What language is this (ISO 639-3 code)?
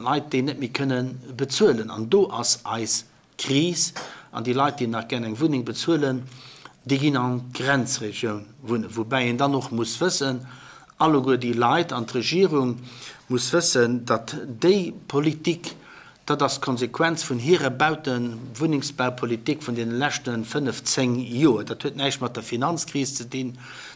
ltz